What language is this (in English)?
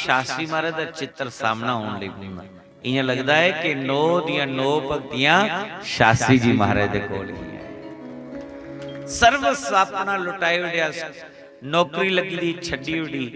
Dogri